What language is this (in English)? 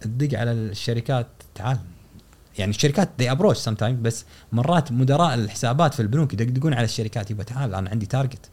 Gulf Arabic